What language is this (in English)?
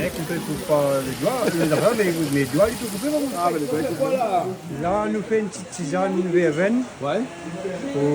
Réunion Creole French